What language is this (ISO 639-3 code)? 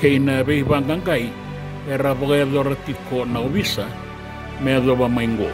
fij